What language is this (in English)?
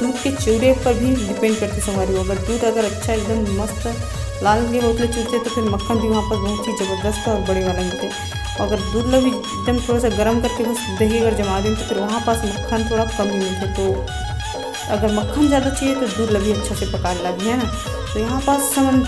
Chhattisgarhi